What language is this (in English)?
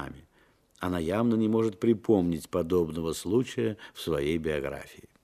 Russian